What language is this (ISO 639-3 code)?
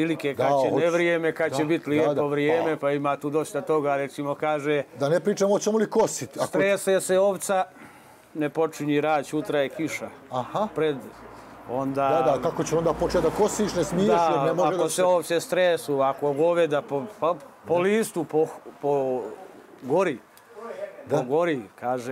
bos